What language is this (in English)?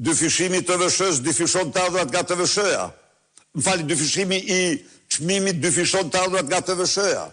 Albanian